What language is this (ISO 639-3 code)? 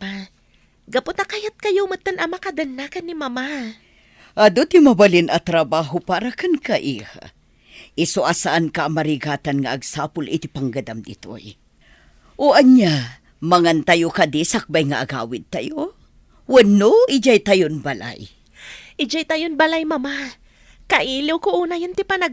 ilo